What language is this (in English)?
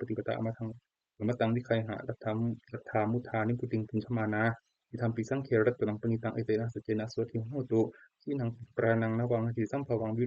Pali